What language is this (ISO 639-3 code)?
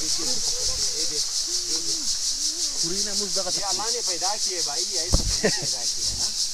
hin